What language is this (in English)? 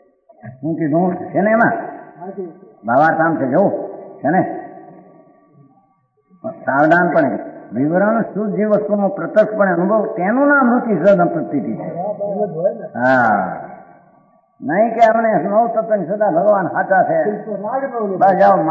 Gujarati